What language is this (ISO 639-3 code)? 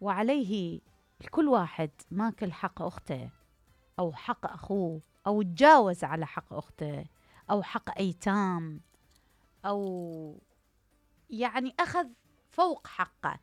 acm